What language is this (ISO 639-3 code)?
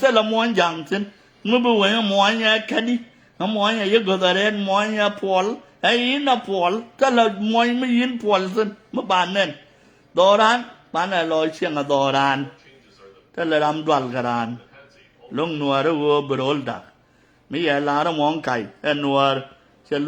nus